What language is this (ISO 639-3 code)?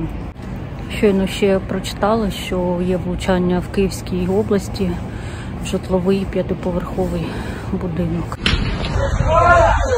ukr